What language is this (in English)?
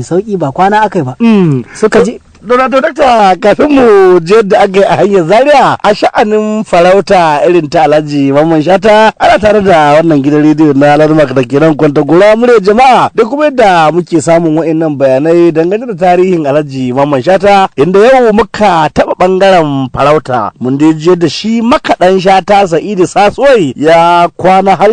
Hausa